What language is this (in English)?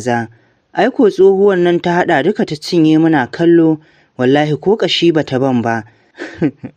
Hausa